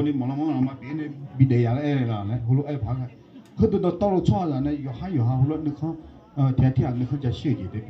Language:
Akha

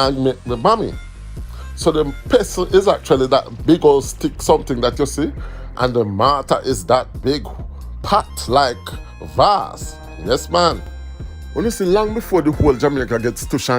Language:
Jamaican Creole English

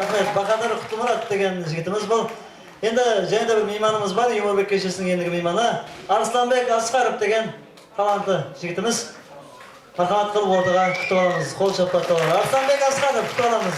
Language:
Kara-Kalpak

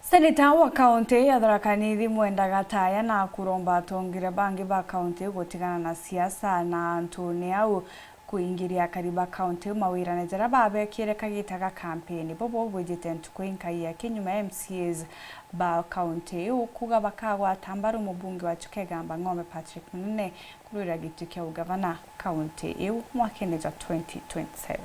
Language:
Meru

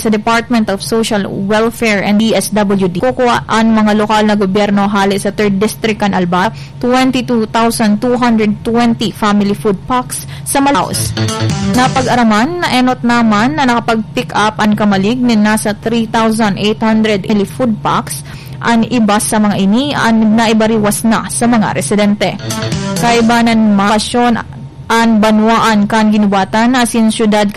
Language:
Bikol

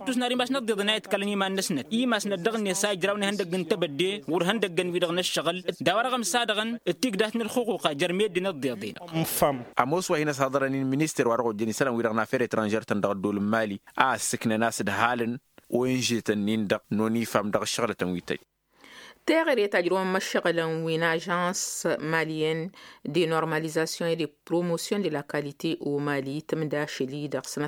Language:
Tamasheq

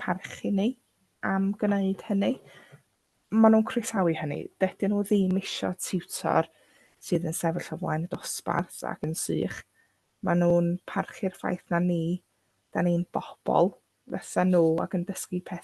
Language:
Welsh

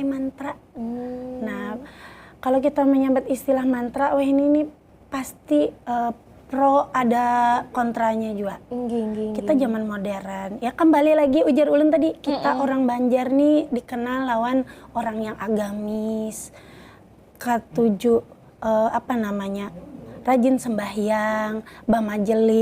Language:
Banjar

